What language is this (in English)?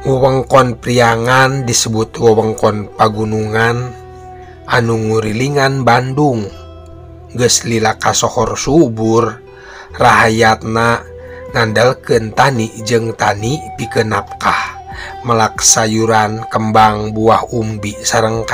Sundanese